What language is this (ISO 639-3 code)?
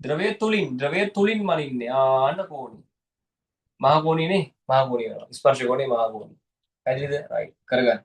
sin